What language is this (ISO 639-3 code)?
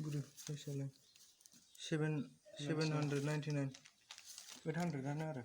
brx